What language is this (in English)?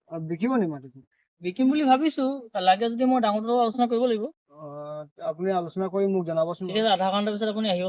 Assamese